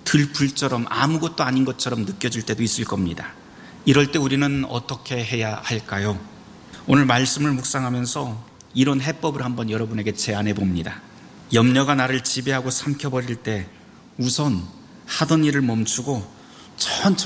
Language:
Korean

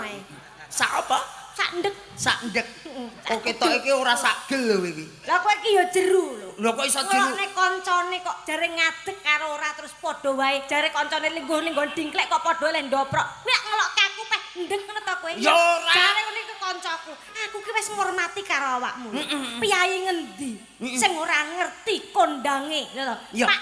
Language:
Javanese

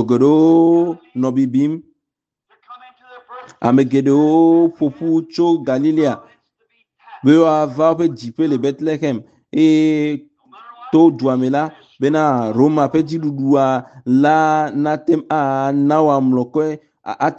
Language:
Ewe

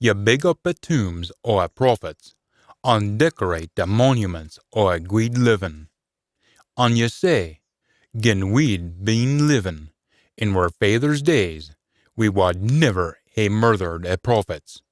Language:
Scots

